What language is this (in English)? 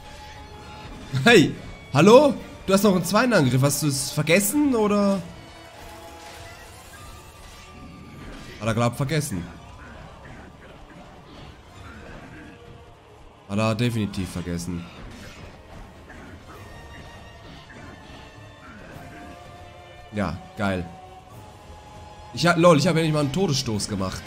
German